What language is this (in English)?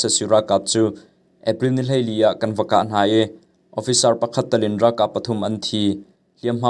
Hakha Chin